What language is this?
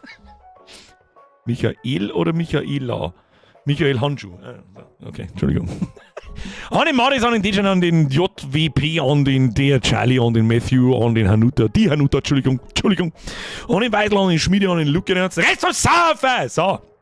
Bavarian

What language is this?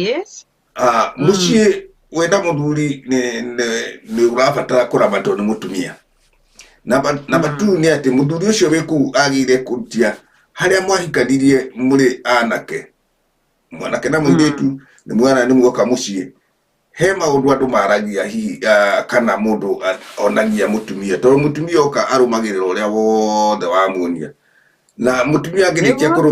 Kikuyu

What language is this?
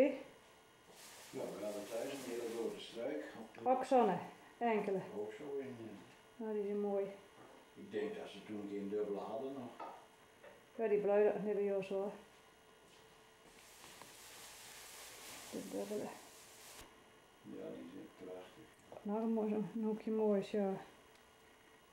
Dutch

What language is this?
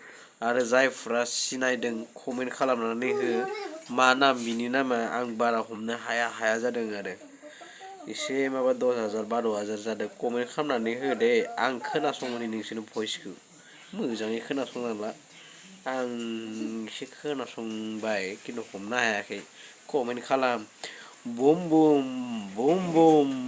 Bodo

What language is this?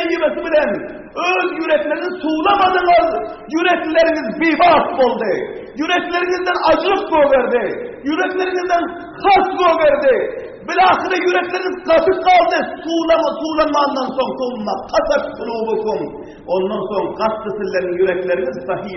Turkmen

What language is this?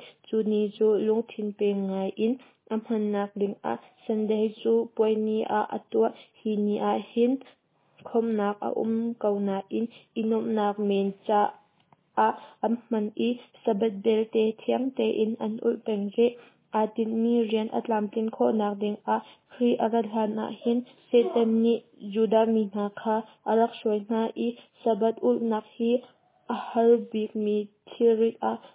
Hakha Chin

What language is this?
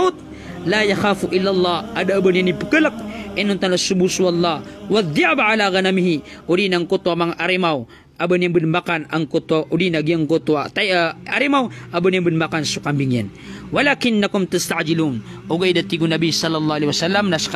Maranao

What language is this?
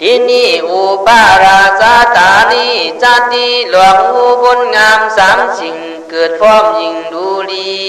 Khün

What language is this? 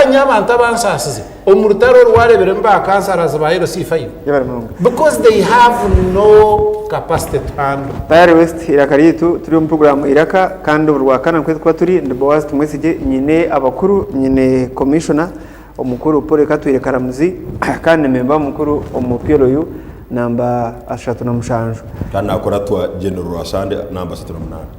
Nyankole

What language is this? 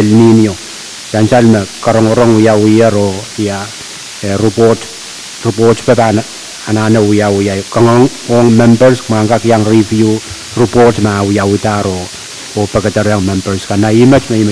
Pohnpeian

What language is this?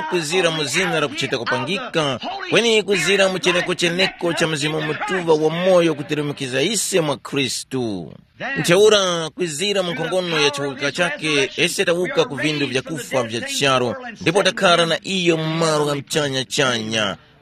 Tumbuka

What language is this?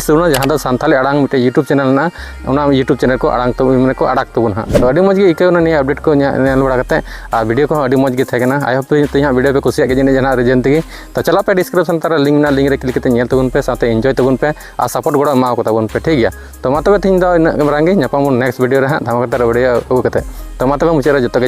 Santali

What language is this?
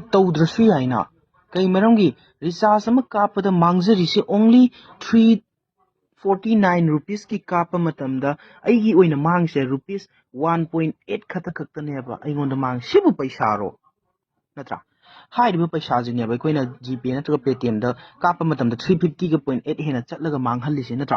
Manipuri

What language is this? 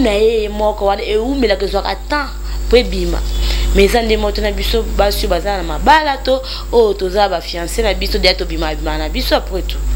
Lingala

